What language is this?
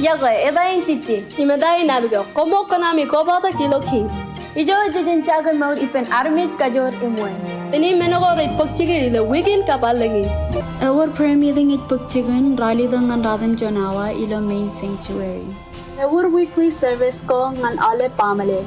Marshallese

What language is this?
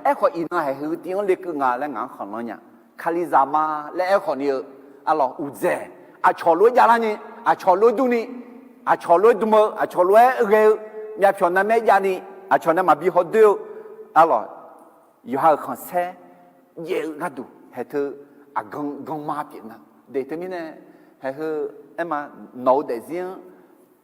Akha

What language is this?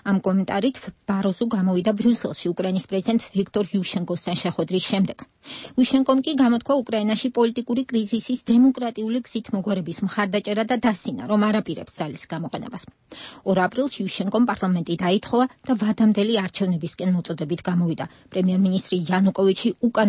Georgian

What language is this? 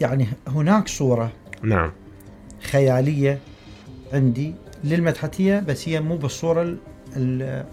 Mesopotamian Arabic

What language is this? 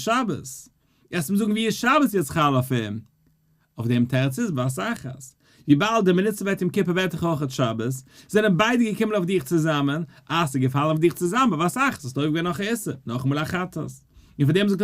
Yiddish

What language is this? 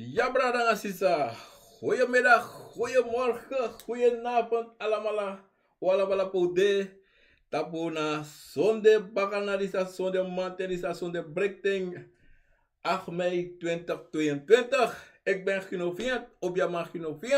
Sranan Tongo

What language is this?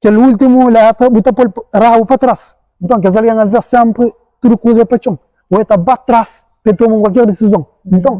Kabuverdianu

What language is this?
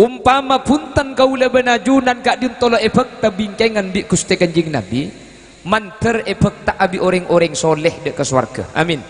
Madurese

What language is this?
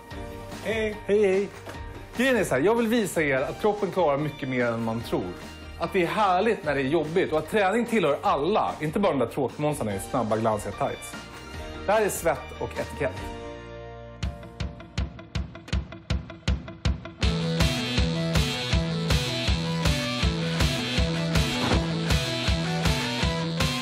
Swedish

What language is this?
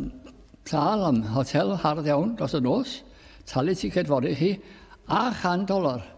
Welsh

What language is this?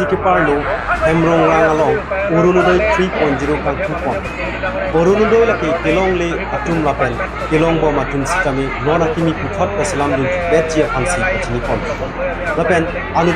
Karbi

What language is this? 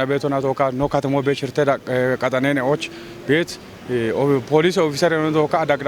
Kafa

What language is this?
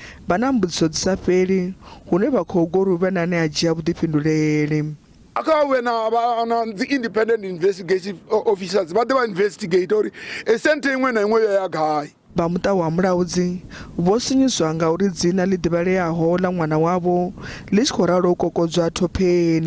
Venda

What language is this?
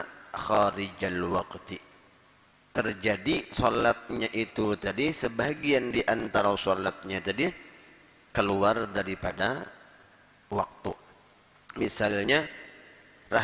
Banjar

